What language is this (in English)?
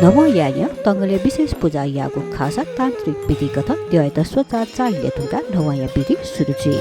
Newari